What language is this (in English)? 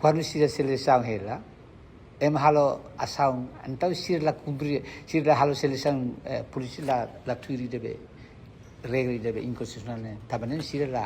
Tetum